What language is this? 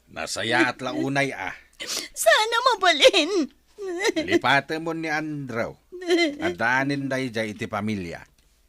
Iloko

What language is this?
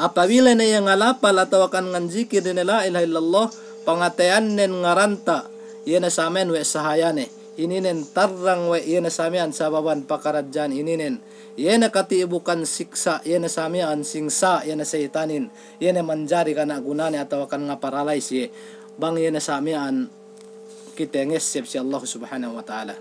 Yakan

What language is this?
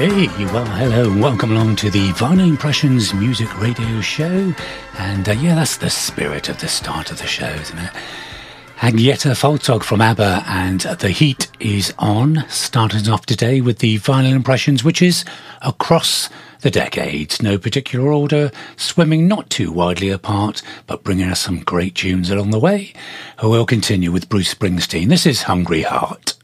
English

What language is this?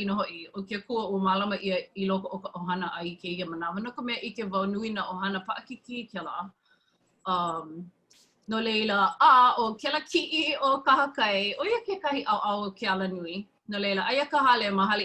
Hawaiian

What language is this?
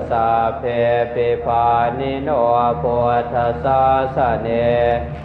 Pali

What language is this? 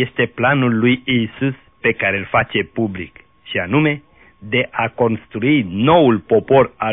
Romanian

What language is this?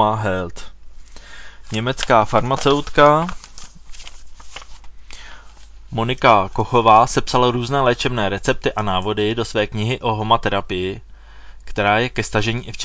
Czech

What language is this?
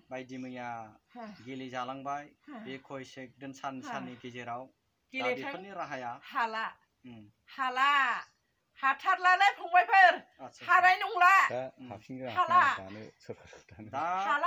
Bodo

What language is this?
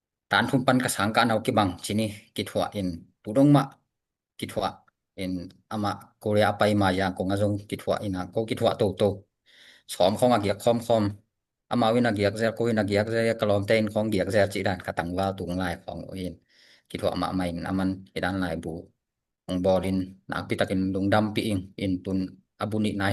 Tedim Chin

